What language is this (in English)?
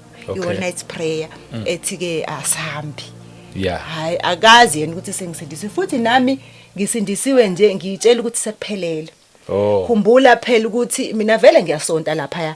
Zulu